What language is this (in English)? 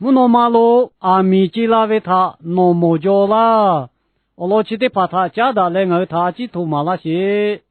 Lahu